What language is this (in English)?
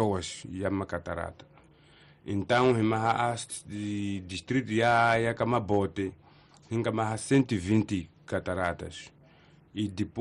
Tsonga